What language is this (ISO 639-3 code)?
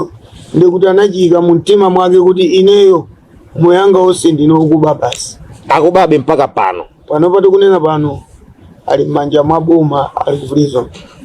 nya